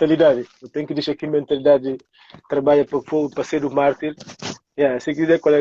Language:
Kabuverdianu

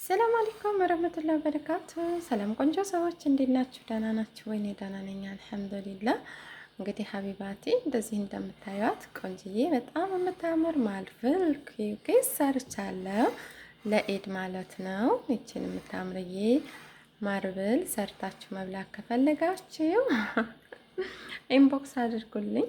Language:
Amharic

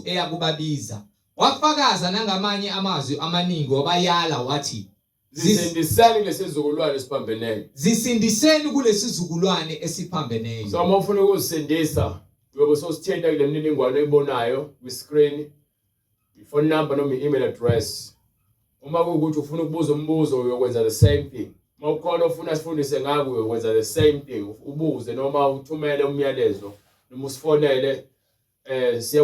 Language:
Zulu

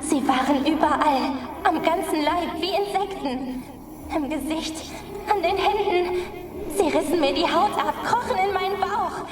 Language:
Swiss German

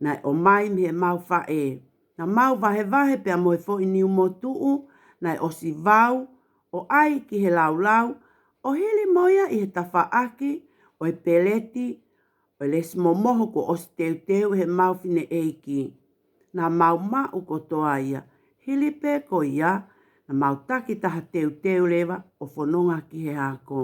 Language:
Tongan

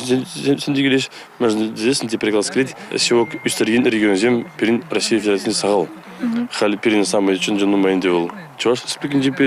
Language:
Chuvash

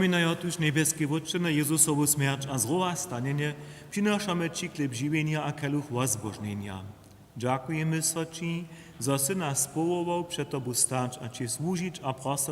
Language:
Upper Sorbian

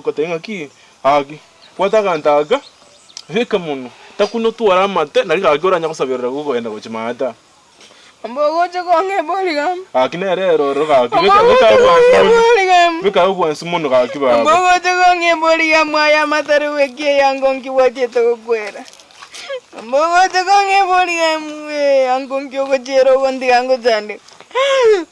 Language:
Gusii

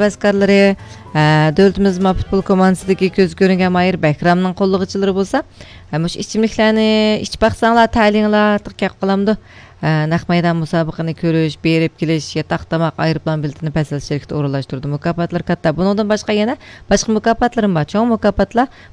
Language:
Uyghur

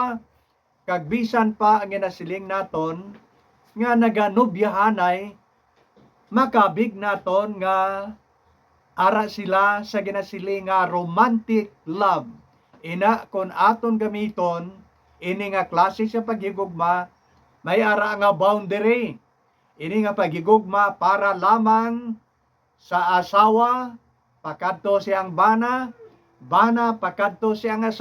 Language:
Hiligaynon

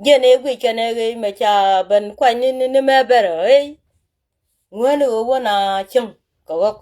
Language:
Nuer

